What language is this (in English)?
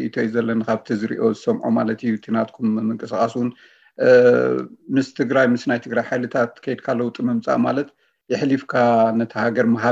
Tigrinya